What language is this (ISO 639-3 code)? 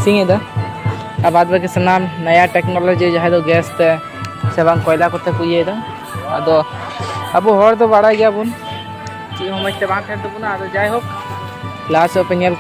sat